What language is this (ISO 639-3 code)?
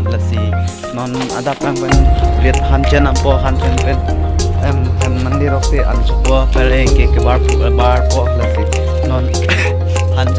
mjw